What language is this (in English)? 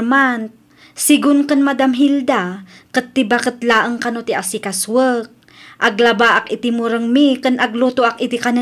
Iloko